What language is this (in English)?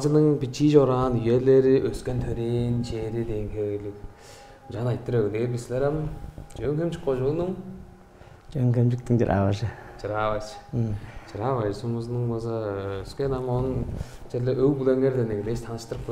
Tuvinian